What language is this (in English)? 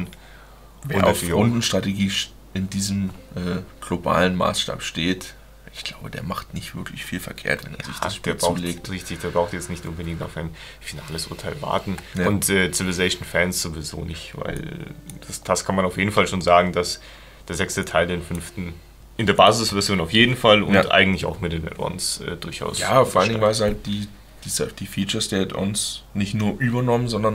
German